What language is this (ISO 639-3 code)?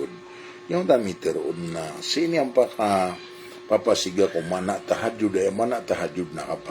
mrw